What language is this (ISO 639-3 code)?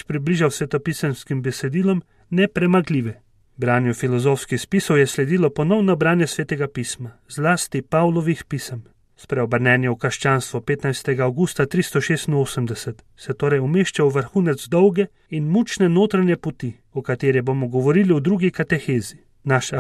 slv